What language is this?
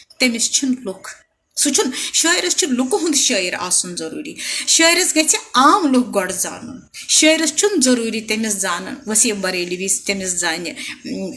Kashmiri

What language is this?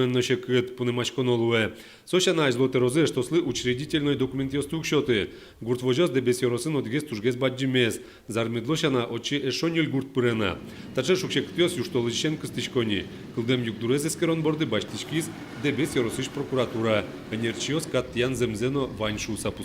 Udmurt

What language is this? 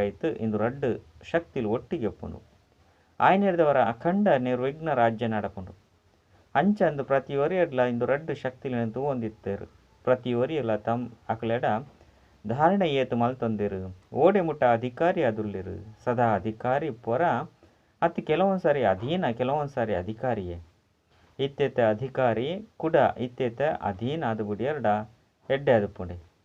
Tulu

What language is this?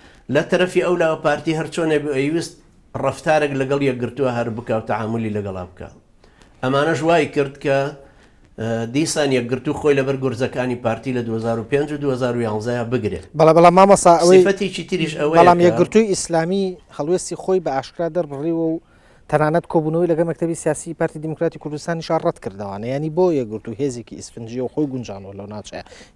Central Kurdish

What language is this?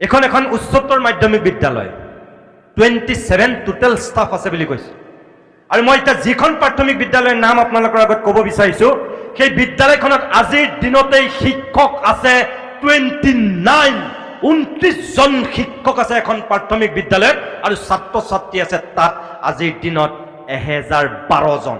Assamese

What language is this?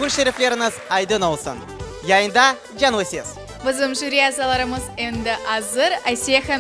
Crimean Tatar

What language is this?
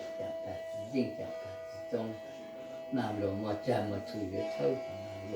Hmong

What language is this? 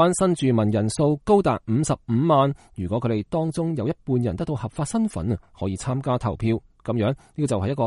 Cantonese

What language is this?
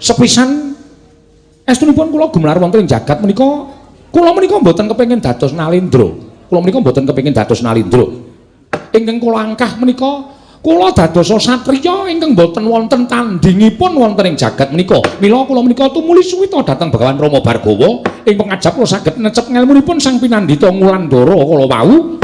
Javanese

